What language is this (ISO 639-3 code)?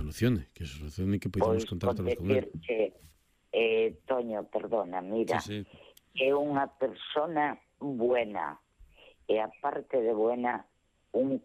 glg